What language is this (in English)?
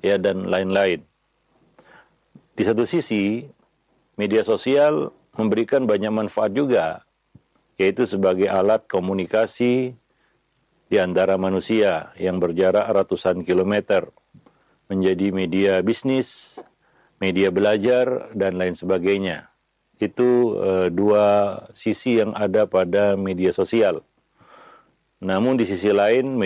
Indonesian